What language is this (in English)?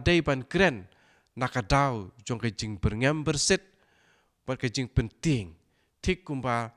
Khasi